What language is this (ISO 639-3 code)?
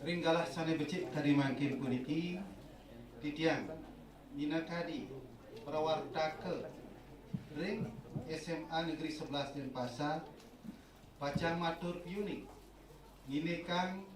ban